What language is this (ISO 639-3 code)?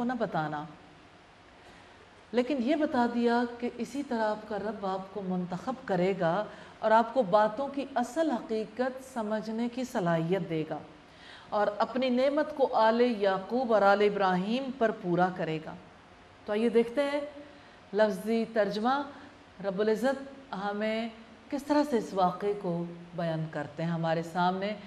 urd